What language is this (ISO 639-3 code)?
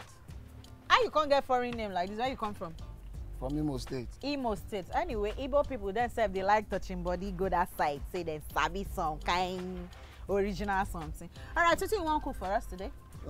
pcm